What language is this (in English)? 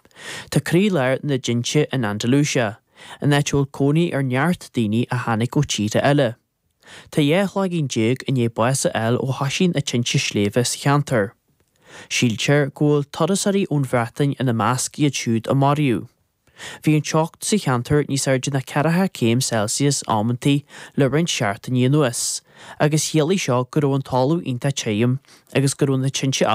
Irish